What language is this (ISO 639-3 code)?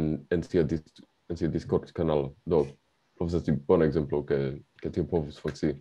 epo